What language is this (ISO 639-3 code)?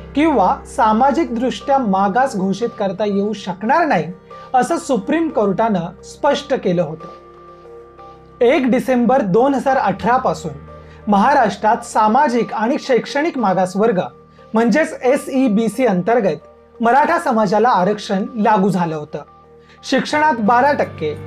mar